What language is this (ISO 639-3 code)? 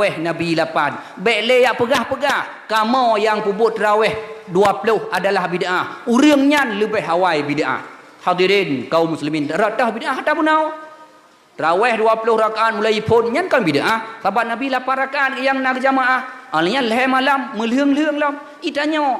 ace